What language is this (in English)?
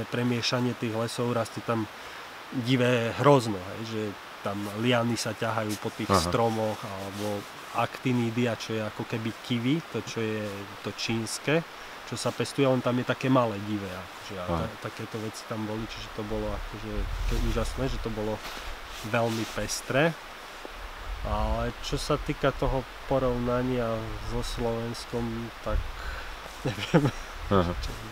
Slovak